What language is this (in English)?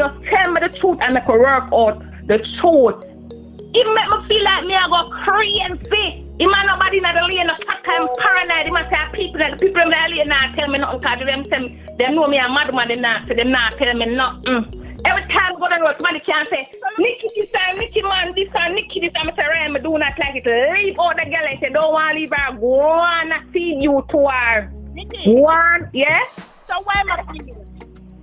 Jamaican Creole English